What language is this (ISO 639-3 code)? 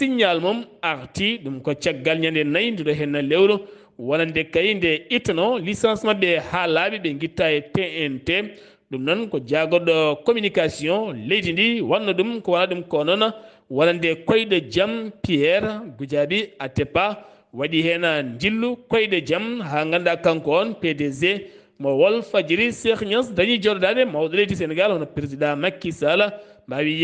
ful